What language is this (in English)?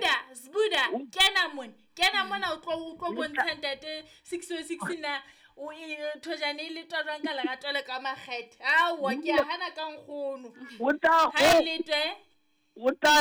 Southern Sotho